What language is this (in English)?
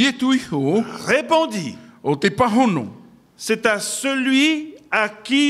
Tahitian